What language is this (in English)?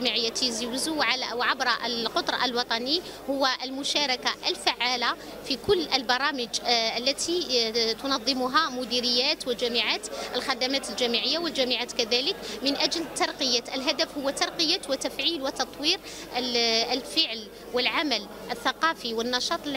Kabyle